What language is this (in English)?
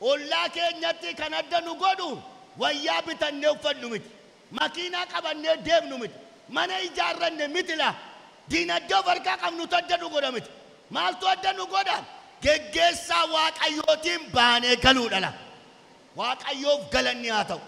Oromo